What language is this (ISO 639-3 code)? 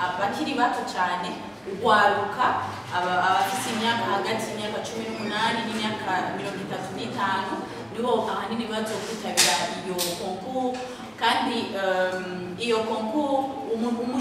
run